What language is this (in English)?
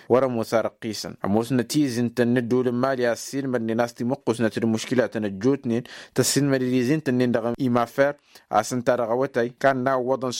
Tamasheq